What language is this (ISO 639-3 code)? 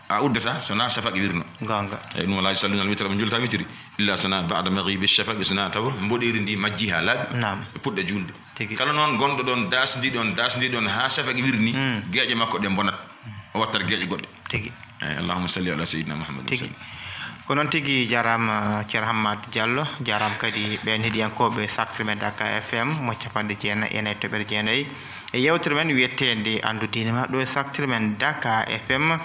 ful